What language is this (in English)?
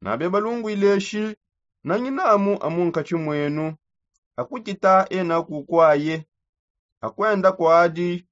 Songe